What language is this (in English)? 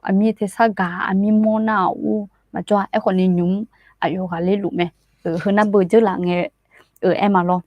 Akha